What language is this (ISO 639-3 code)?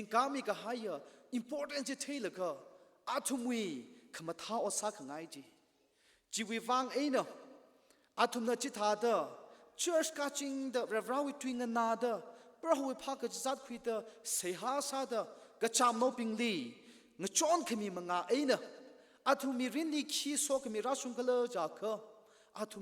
nmf